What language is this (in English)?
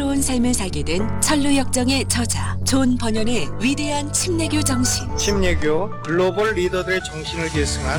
Korean